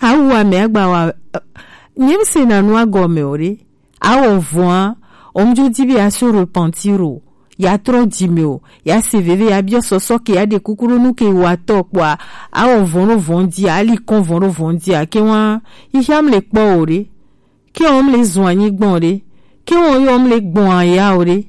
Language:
Gen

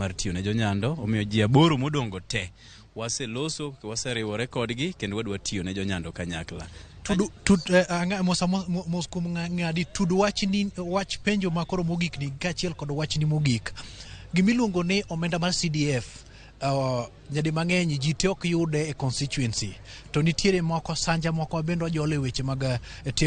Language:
Luo (Kenya and Tanzania)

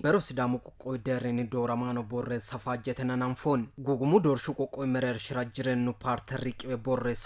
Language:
Sidamo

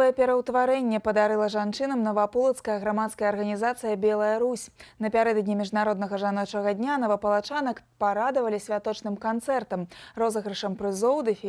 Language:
Belarusian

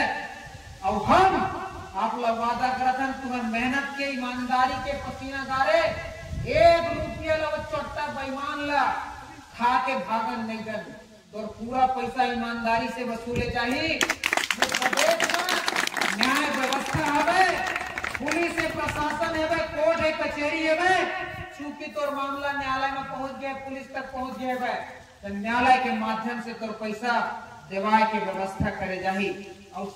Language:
Chhattisgarhi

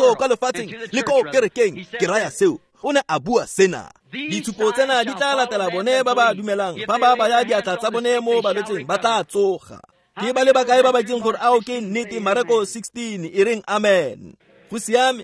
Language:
Tswana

